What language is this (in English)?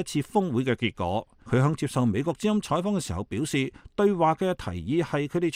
Cantonese